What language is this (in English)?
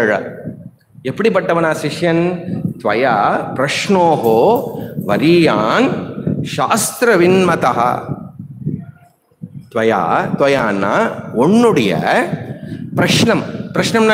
Tamil